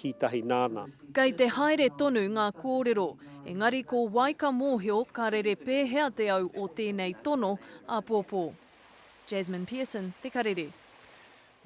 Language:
Māori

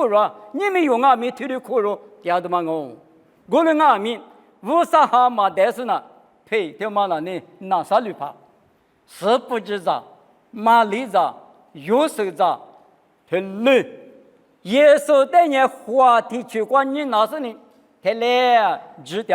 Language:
Lisu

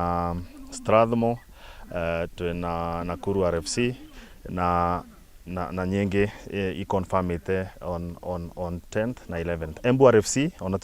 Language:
Kikuyu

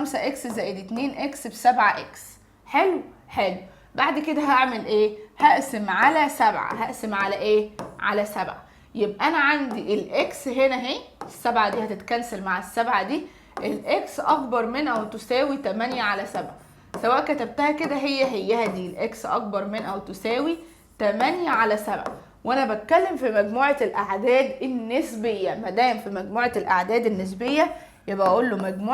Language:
Egyptian Arabic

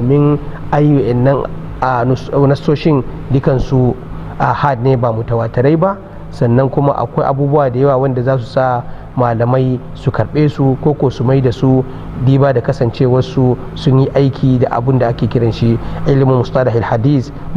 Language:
Hausa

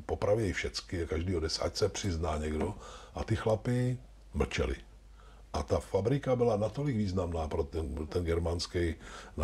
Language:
Czech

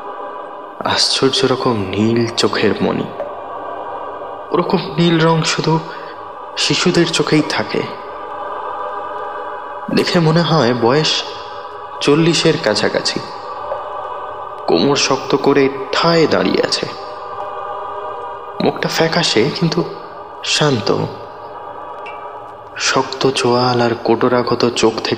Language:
Bangla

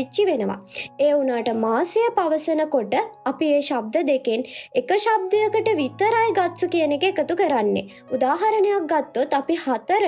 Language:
Sinhala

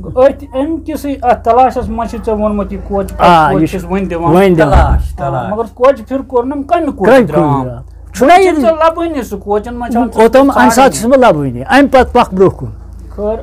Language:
Kashmiri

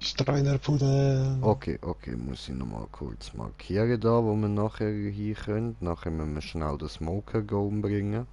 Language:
Swiss German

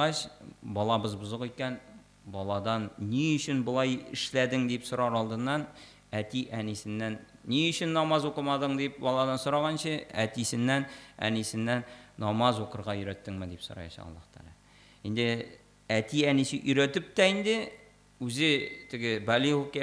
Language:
Tatar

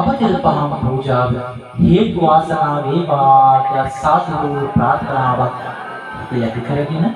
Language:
Sinhala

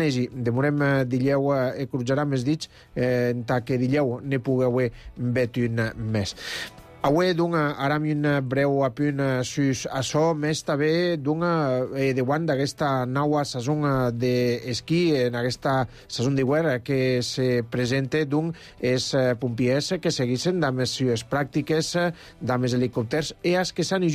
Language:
Catalan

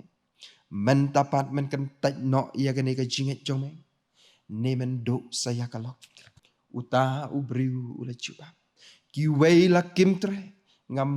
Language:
Khasi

